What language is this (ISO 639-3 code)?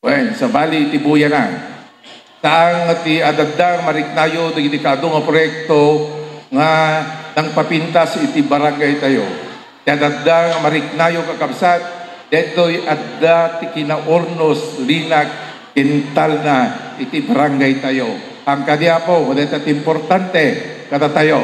ilo